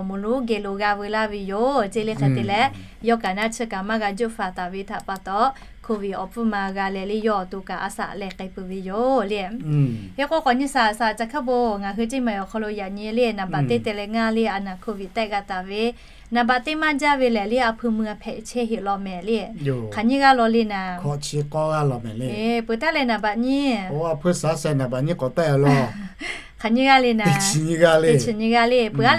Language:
Lahu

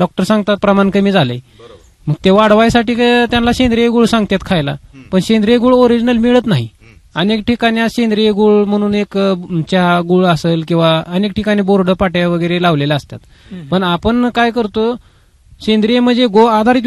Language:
Marathi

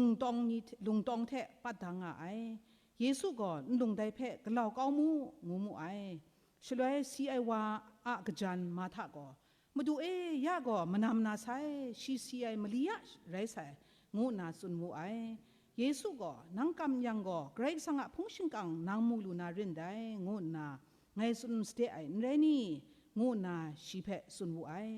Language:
Kachin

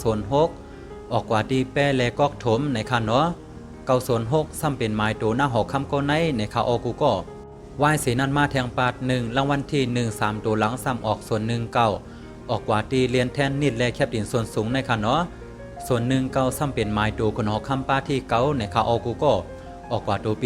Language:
Shan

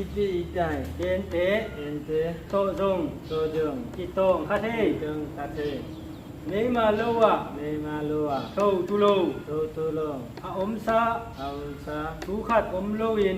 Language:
Tedim Chin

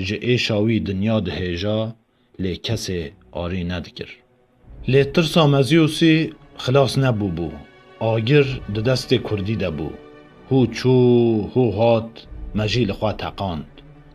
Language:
Kurdish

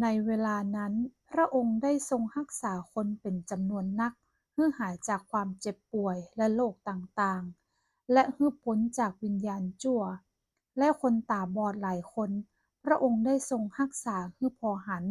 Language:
Northern Thai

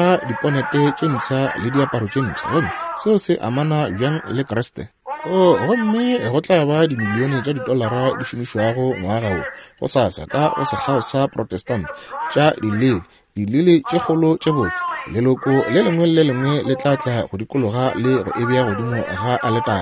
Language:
Northern Sotho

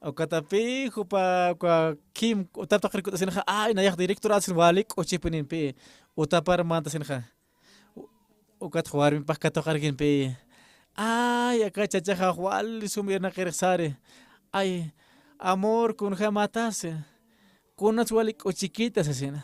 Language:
Aymara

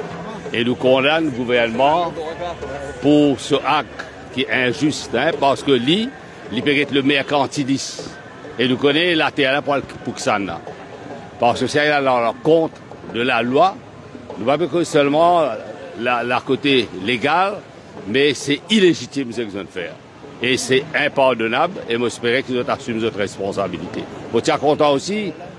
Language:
Morisyen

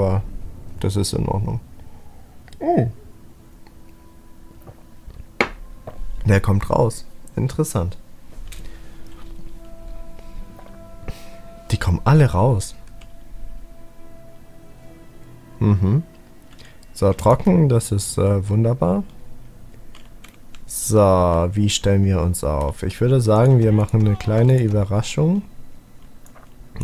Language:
German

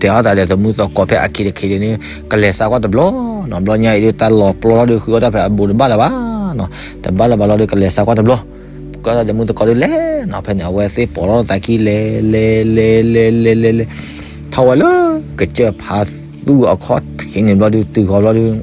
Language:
S'gaw Karen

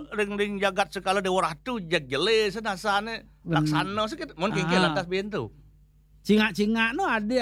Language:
Balinese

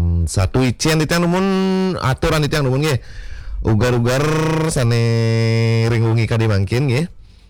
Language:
Balinese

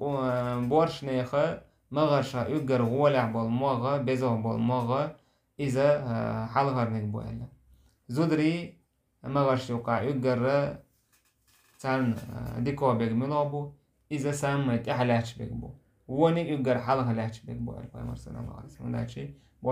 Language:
Chechen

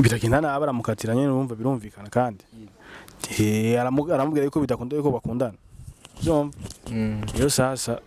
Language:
Rundi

